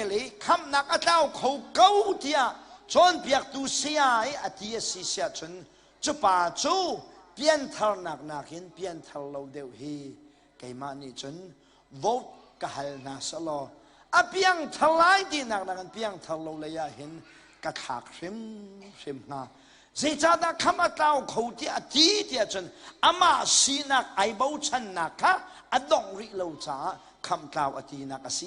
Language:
Hakha Chin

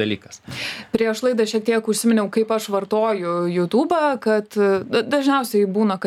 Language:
Lithuanian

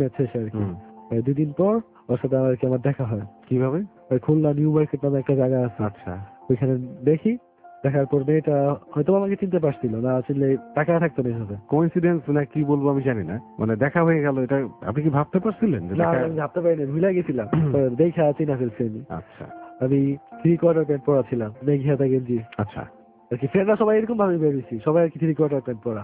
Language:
Bangla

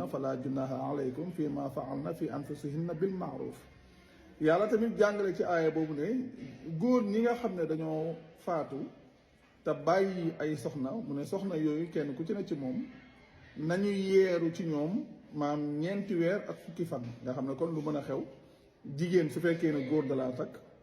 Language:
Wolof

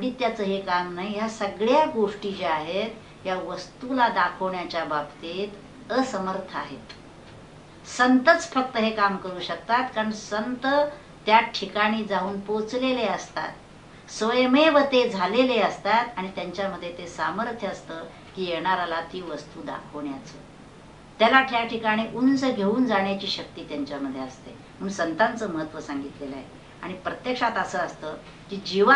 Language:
Marathi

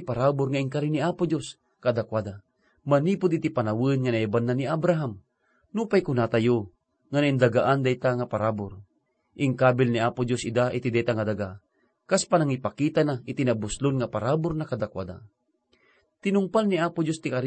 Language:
Iloko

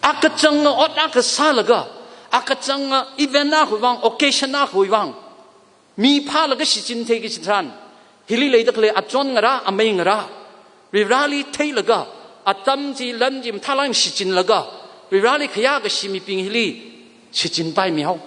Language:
Tangkhul Naga (India)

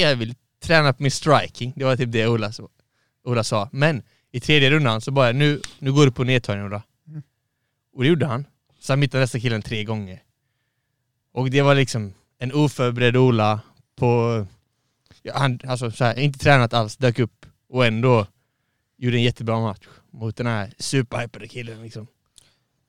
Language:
Swedish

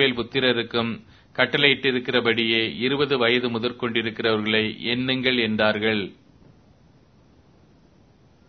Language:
Tamil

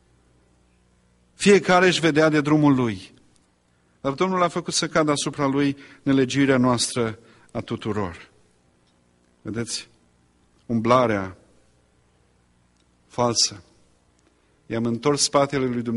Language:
Romanian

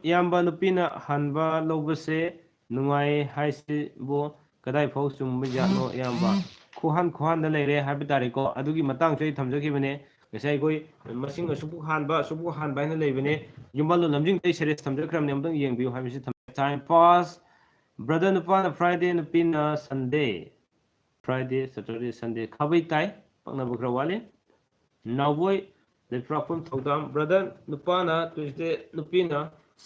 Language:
Manipuri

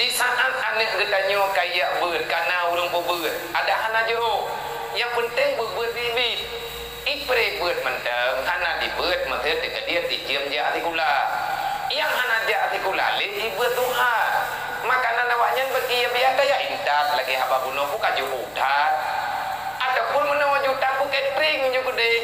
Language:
Achinese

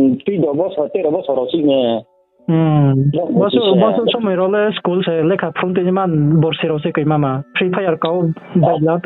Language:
Riang (India)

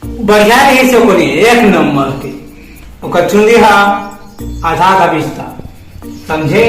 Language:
Chhattisgarhi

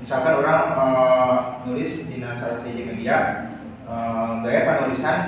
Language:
Sundanese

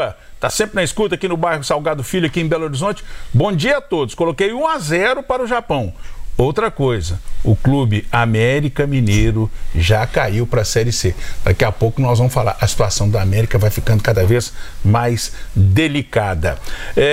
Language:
Portuguese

